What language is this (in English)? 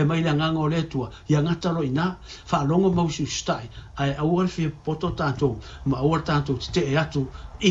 Samoan